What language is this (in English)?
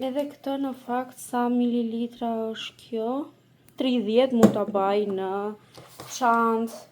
Albanian